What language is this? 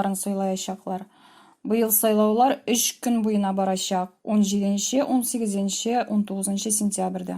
Tatar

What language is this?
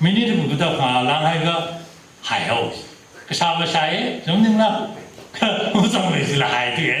Tangkhul Naga (India)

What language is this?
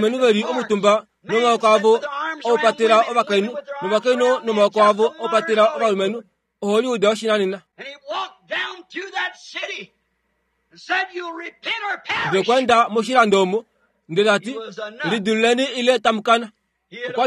Kuanyama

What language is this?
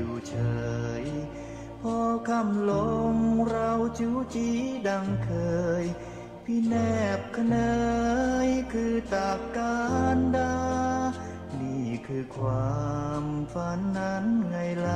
Thai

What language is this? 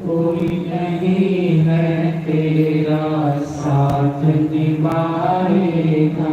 Dogri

